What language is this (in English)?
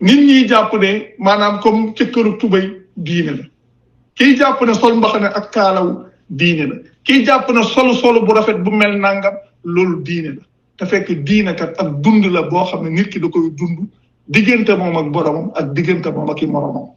Wolof